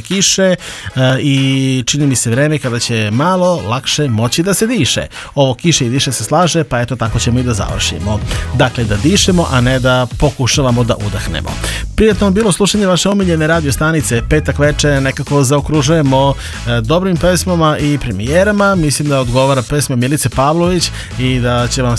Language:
Serbian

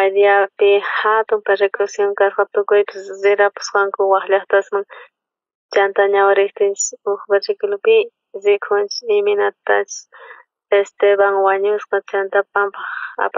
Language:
South Bolivian Quechua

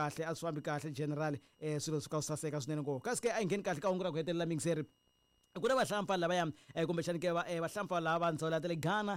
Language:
Tsonga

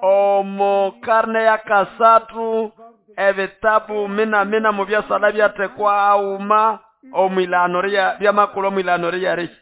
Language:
Nande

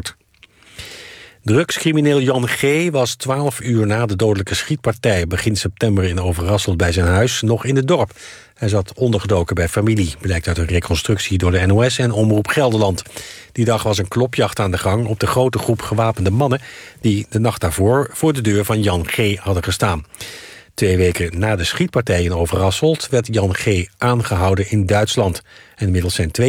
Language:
Dutch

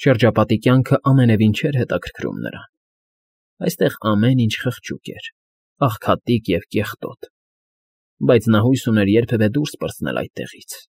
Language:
Armenian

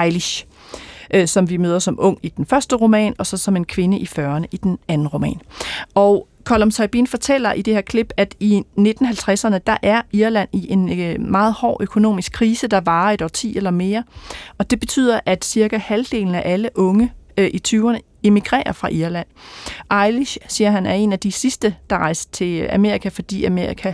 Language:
Danish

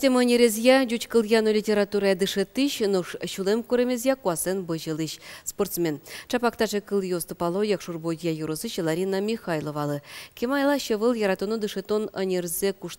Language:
Udmurt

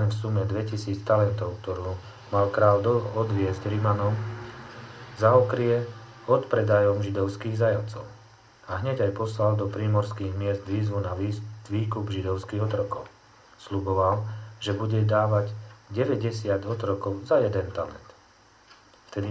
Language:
Slovak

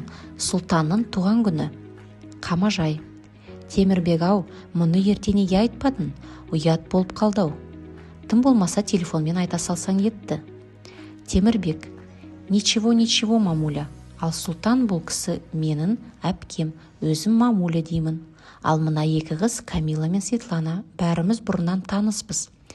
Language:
Kazakh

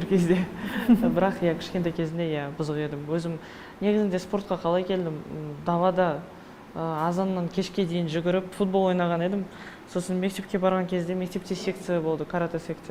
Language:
Kazakh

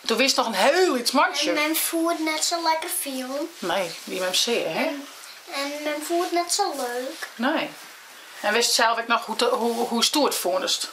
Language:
Western Frisian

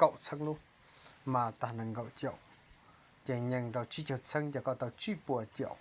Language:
Hmong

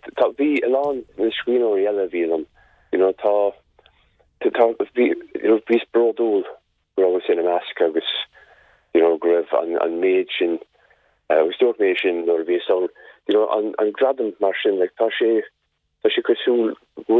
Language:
Irish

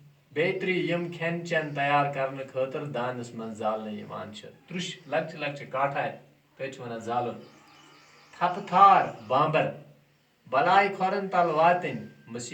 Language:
Kashmiri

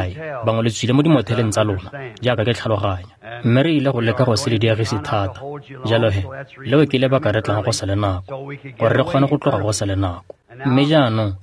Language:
Tswana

